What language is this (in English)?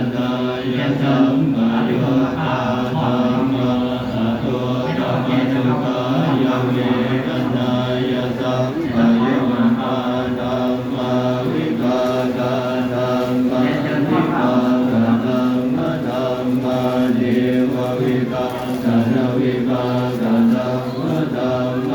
Pali